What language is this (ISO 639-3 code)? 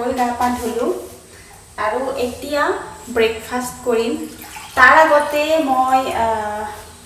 asm